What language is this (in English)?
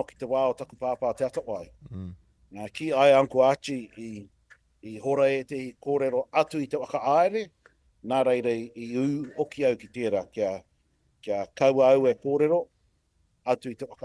Māori